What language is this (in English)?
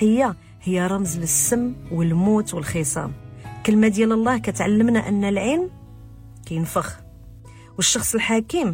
Moroccan Arabic